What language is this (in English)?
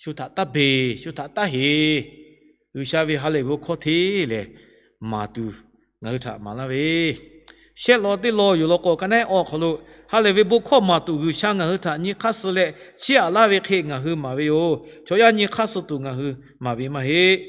Lahu